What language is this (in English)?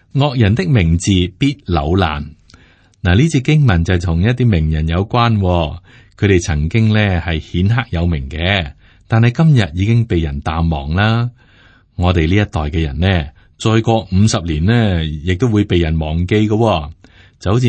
Cantonese